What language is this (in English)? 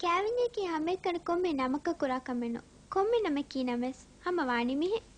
Divehi